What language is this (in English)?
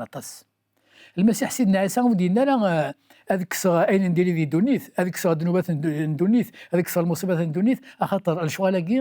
Kabyle